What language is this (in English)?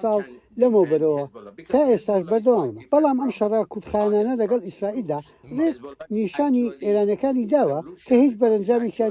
Central Kurdish